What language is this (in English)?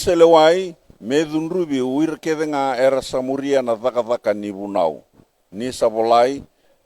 Fijian